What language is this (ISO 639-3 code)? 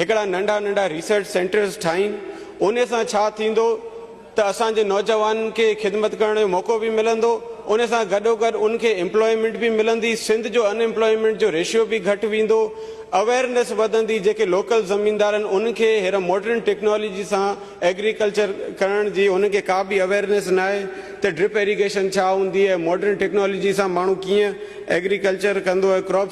snd